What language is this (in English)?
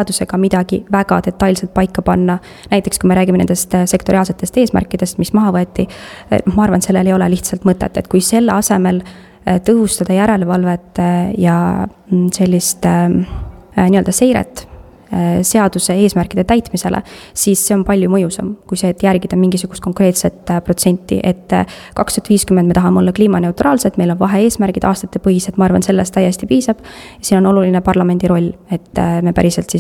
Estonian